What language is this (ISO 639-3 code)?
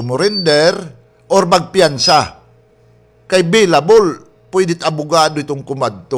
war